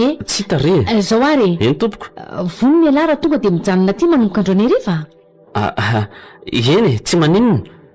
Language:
Malagasy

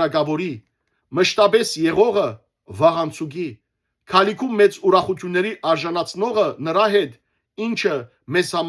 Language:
Western Armenian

